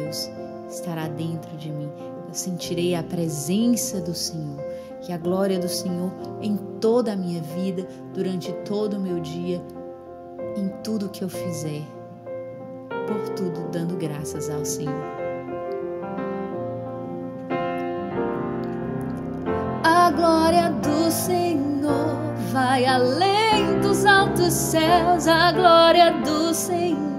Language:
Portuguese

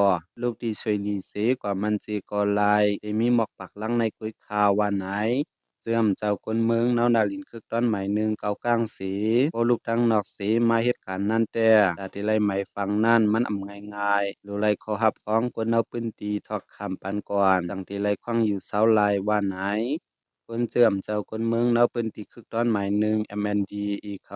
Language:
Shan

